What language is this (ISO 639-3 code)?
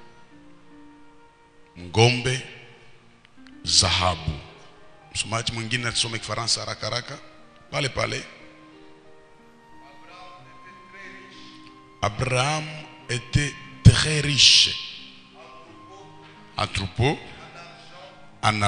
swa